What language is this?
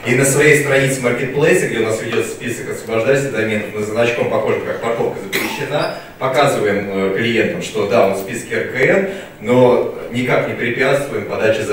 Russian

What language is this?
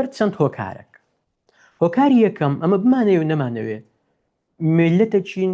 Central Kurdish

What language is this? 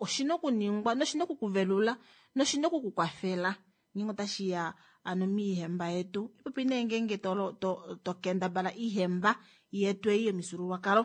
Kuanyama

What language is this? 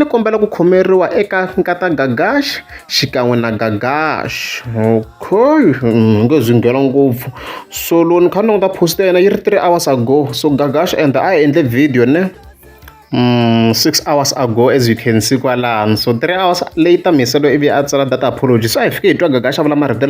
Tsonga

